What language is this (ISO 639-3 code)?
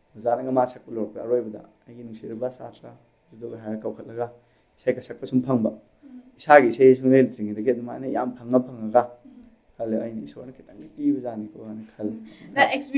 mni